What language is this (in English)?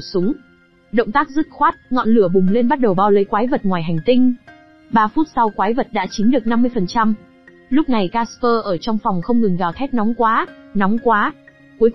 Vietnamese